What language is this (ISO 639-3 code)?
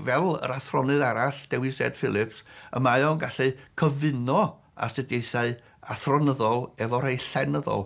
cym